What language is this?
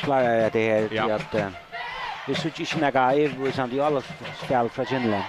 Faroese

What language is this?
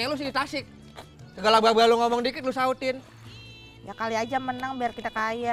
Betawi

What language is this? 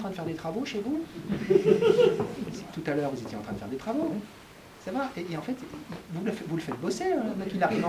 French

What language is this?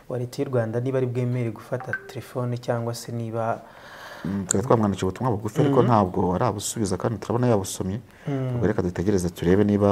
Kinyarwanda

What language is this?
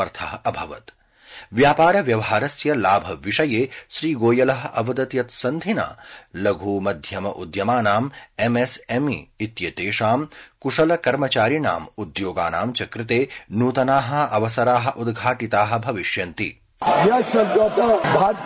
Sanskrit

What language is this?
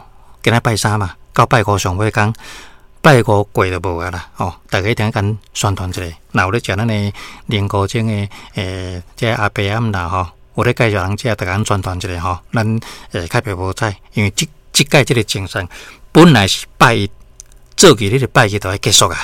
Min Nan Chinese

